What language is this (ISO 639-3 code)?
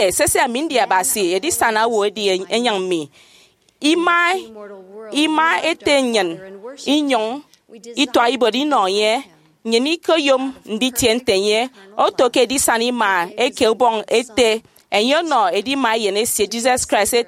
efi